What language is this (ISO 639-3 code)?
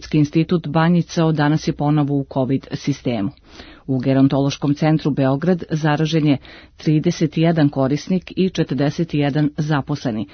srp